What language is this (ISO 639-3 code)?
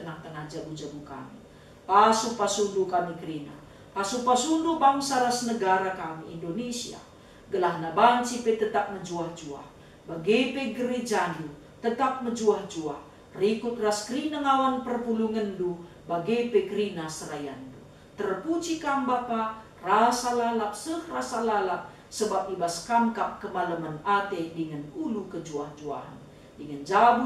btx